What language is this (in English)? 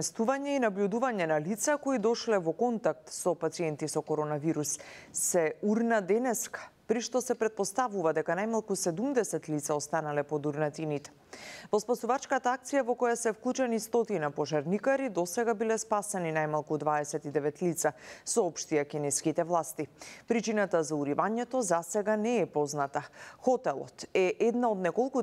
Macedonian